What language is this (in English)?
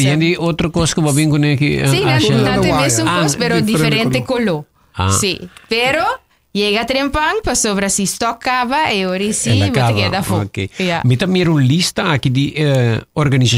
Papiamento